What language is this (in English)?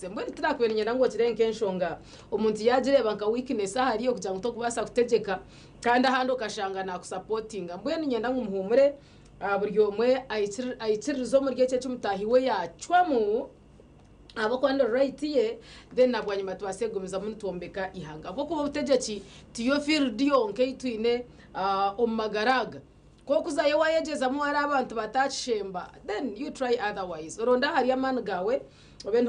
Nyankole